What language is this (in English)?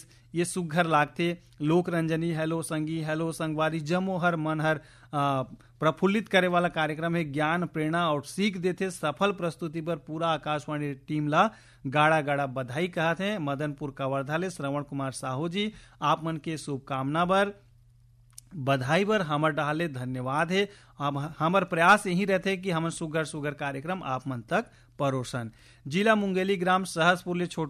Chhattisgarhi